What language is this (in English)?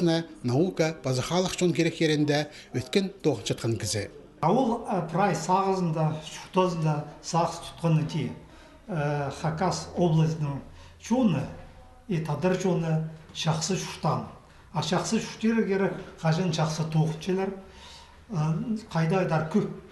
Khakas